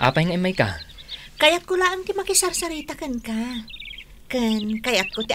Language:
Iloko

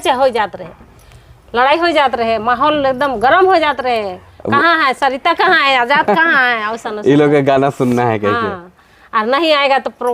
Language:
Sadri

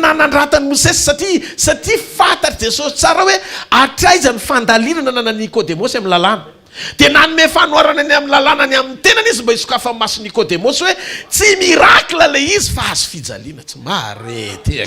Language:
Malagasy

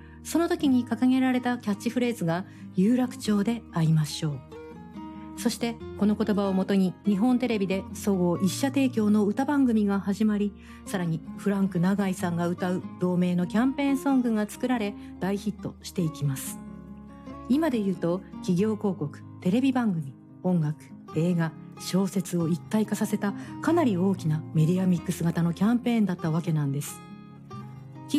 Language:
Japanese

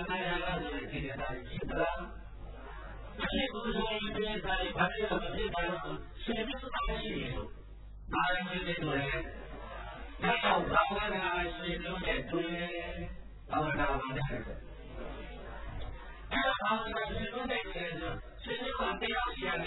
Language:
Burmese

